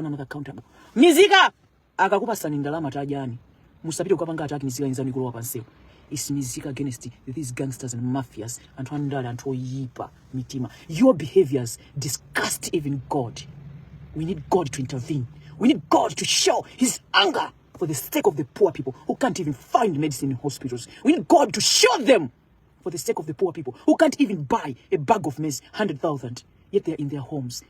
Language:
Nyanja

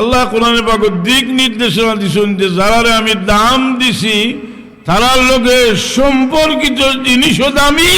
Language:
Sylheti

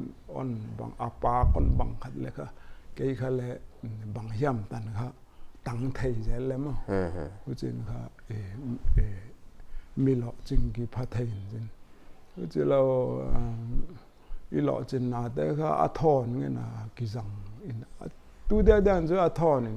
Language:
Paite Chin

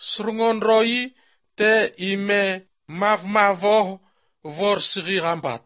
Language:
Albanian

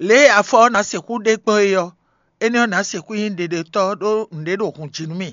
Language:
Fon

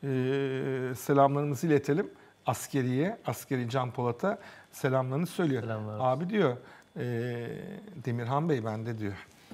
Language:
Turkish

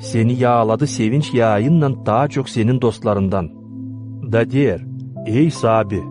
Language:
Gagauz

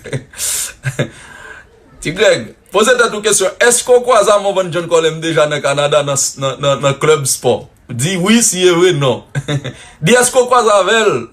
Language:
Haitian Creole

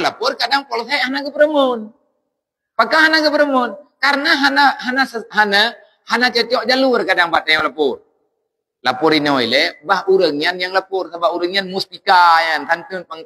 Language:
Achinese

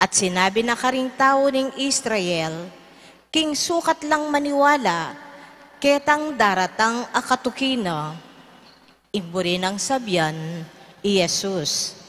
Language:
Pampanga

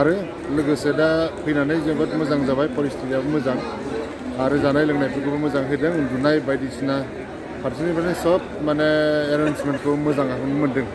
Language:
Bodo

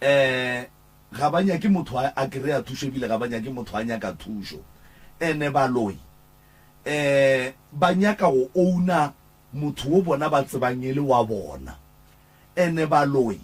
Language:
Northern Sotho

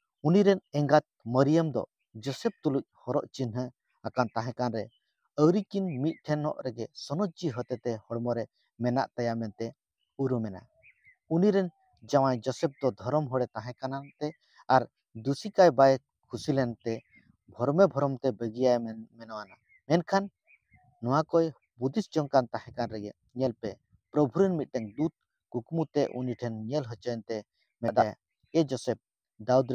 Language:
Santali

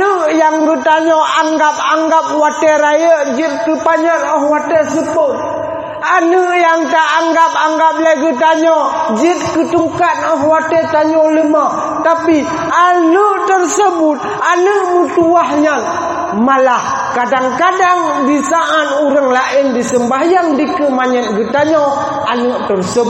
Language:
Achinese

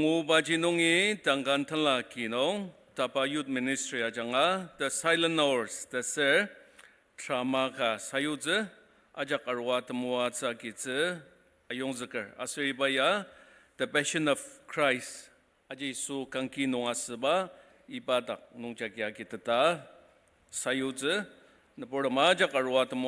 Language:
Ao Naga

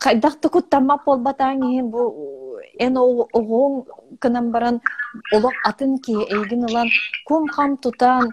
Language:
Yakut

